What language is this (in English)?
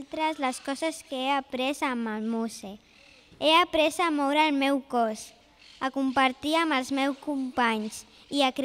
Catalan